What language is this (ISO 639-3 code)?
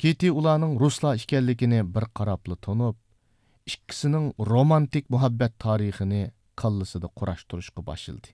uig